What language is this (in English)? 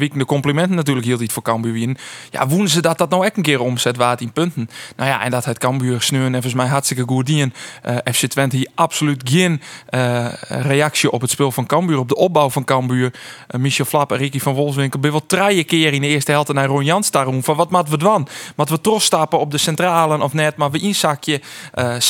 Western Frisian